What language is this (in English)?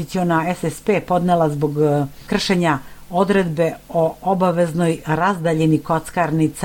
Serbian